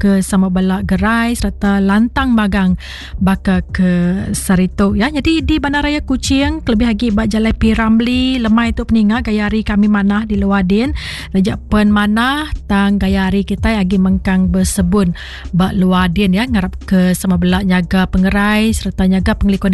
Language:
Iban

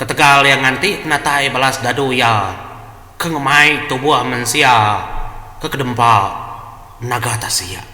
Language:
Iban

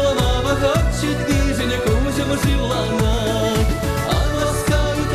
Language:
Chuvash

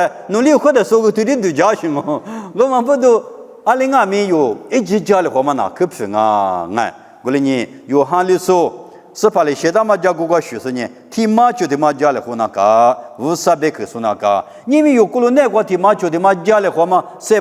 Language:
Lisu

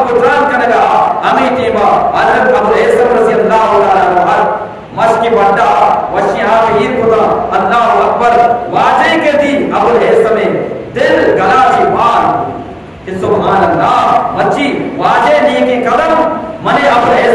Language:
Eastern Balochi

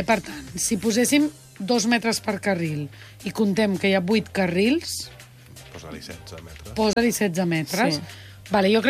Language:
Catalan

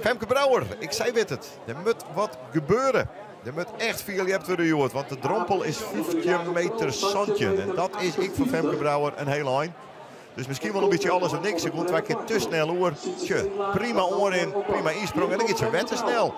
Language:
Western Frisian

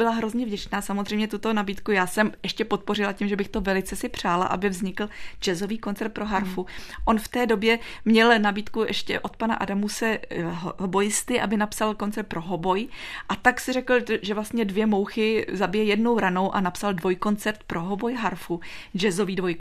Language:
Czech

